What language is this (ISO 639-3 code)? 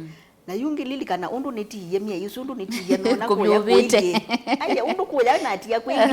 kam